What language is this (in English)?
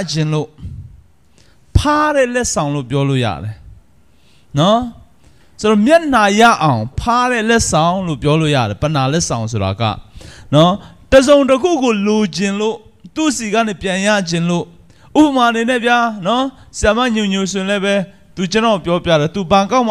Burmese